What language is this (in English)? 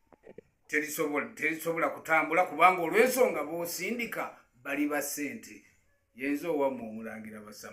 Ganda